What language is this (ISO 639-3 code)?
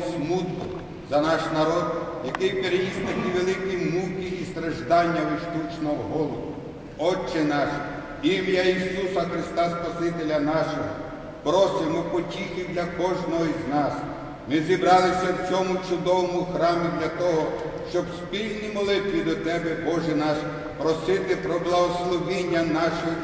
ukr